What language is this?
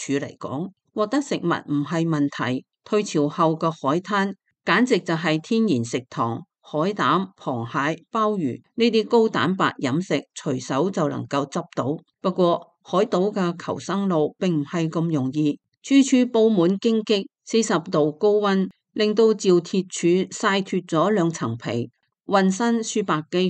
Cantonese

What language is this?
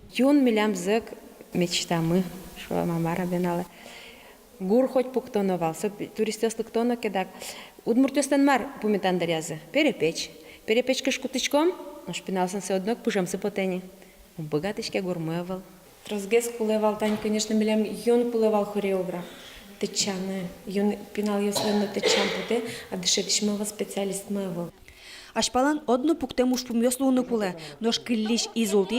Udmurt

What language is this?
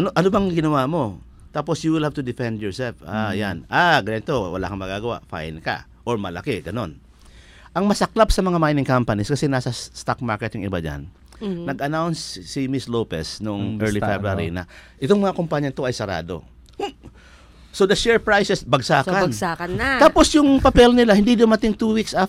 Filipino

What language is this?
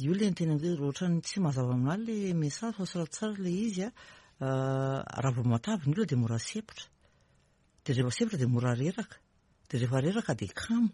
Malagasy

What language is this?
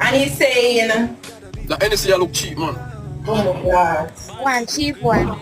Jamaican Creole English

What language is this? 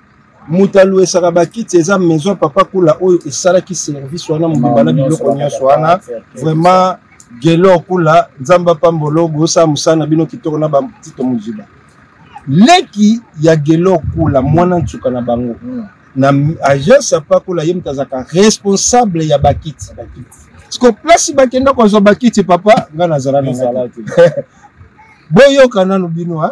Lingala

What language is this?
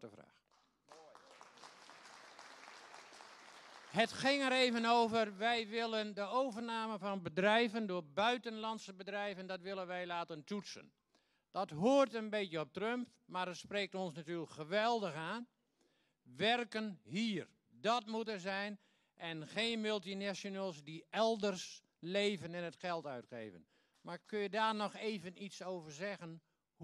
Dutch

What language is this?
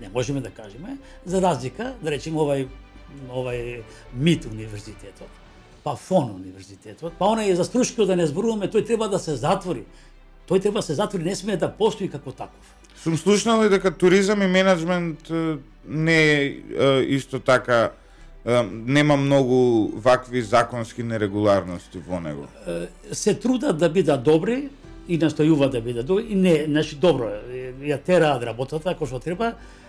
Macedonian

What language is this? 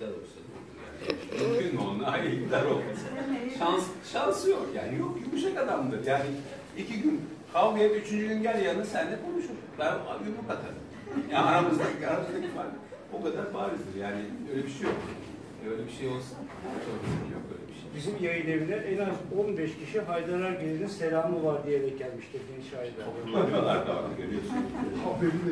Turkish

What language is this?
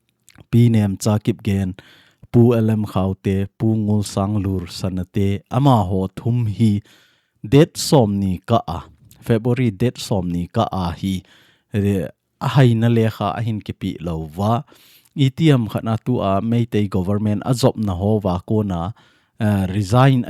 Thado Chin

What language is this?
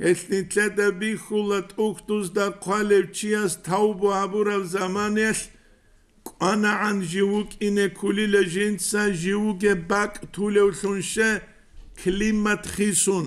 Avaric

